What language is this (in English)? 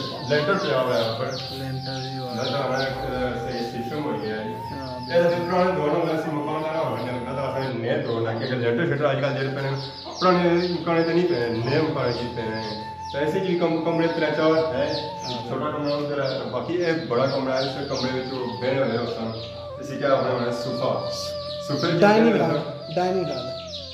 Pahari-Potwari